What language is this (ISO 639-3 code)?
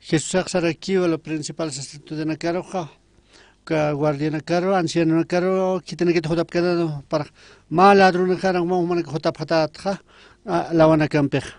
aym